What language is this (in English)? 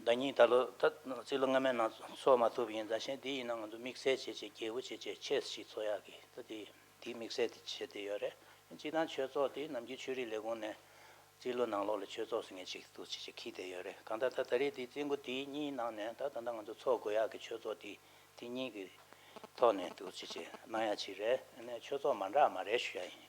Tibetan